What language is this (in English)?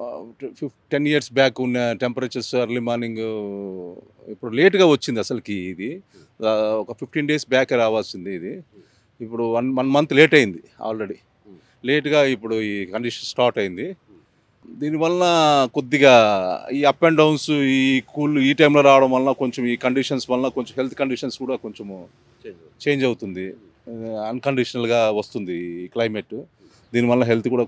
Telugu